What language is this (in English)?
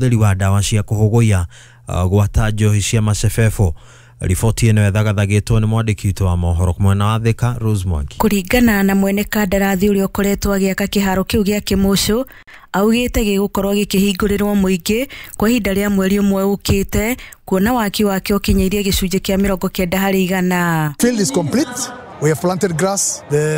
Kikuyu